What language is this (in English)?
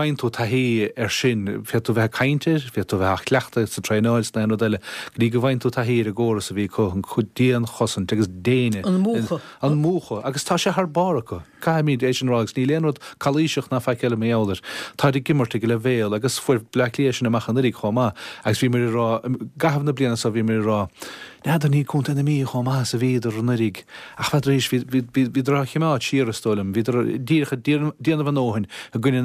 Irish